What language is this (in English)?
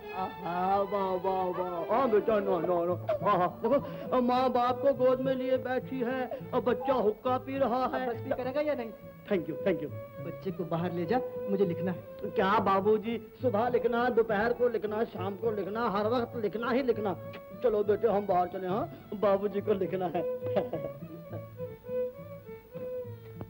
Hindi